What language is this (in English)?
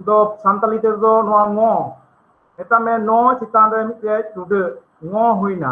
Santali